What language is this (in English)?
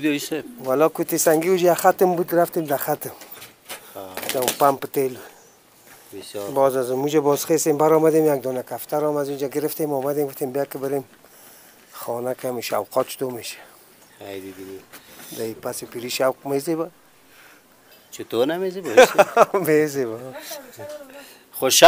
Persian